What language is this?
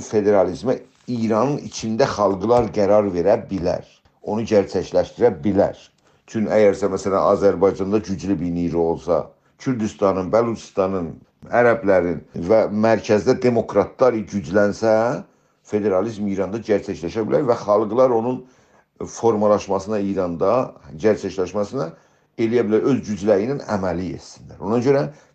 South Azerbaijani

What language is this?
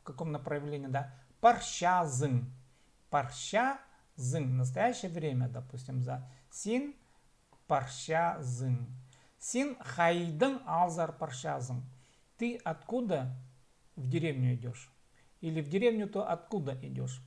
Khakas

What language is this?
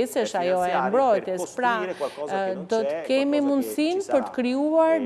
Albanian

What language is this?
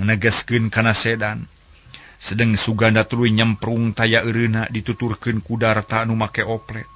Sundanese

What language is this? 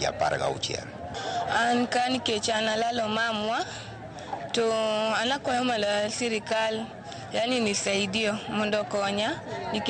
Luo (Kenya and Tanzania)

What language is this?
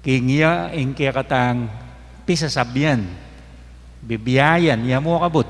Pampanga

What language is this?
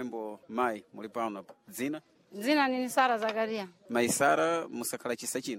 Sena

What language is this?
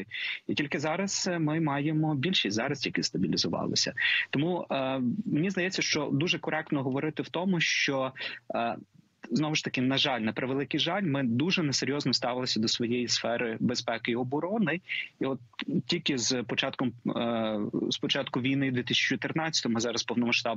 Ukrainian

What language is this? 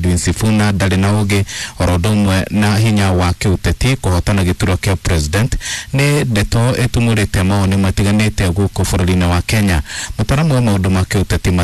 Kikuyu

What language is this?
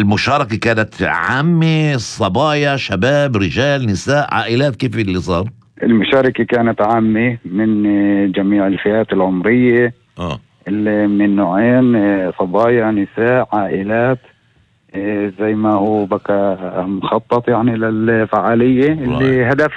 North Levantine Arabic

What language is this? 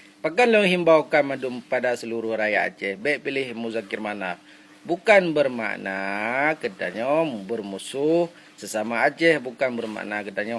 Achinese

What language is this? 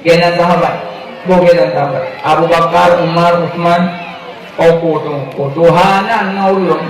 Achinese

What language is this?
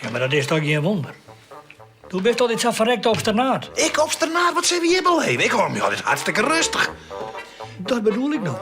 Western Frisian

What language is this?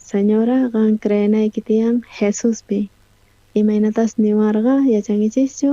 South Bolivian Quechua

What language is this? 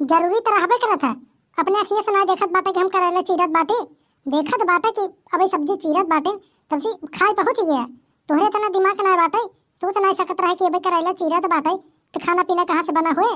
Awadhi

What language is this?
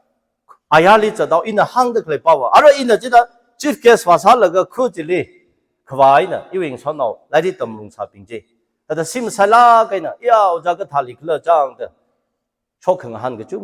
Tangkhul Naga (India)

